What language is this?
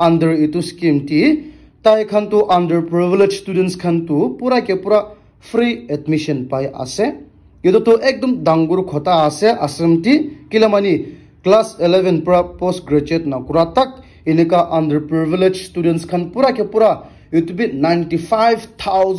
Naga Pidgin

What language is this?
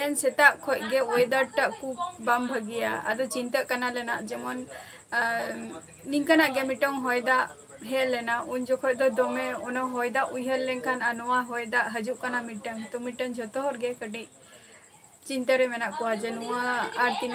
Santali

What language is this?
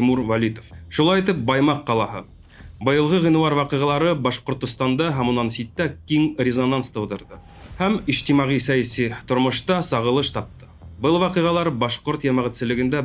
Bashkir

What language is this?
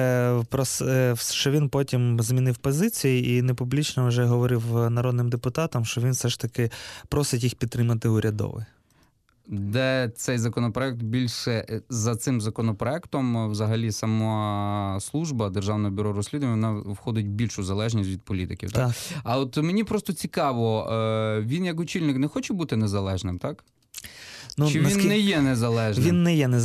Ukrainian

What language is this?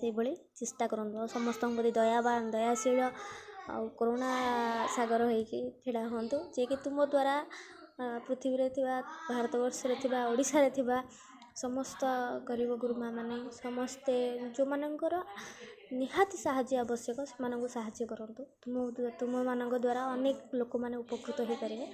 Odia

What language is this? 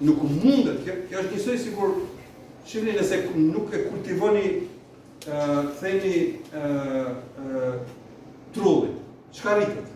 Albanian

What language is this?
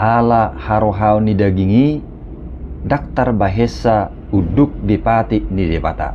Batak Toba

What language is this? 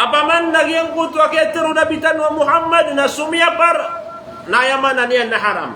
Maranao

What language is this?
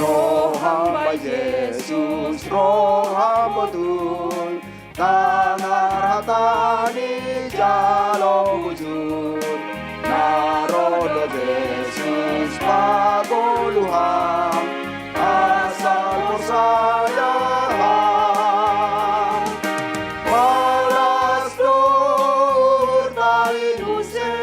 Batak Simalungun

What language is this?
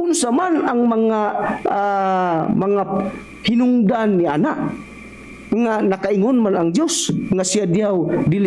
Cebuano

